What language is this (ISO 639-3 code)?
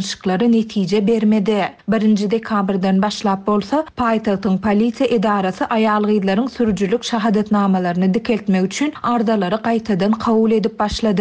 tuk